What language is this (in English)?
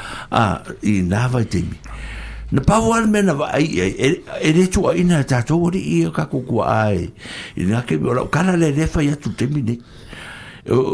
Samoan